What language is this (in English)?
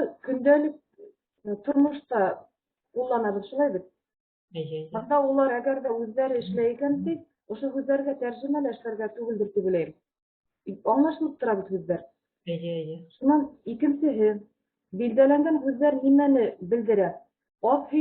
Bashkir